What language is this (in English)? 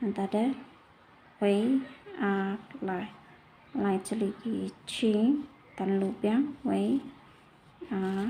Khasi